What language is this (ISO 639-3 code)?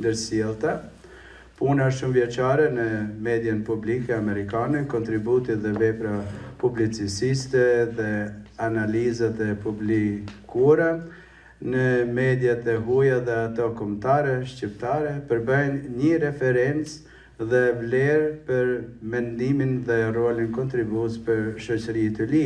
sqi